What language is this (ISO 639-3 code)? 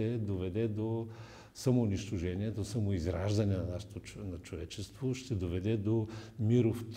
bul